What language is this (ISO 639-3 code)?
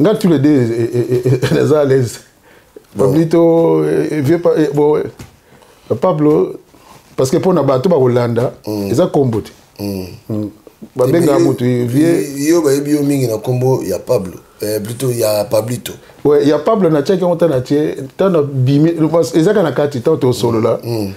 lin